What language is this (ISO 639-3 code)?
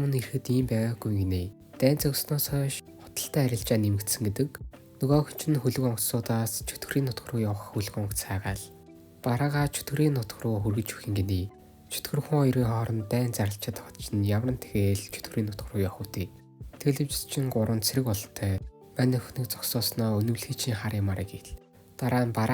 mon